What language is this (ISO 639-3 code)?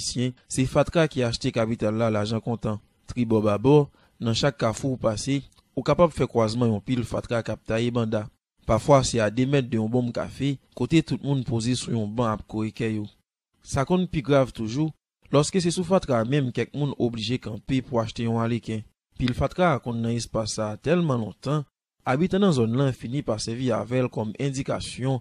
hat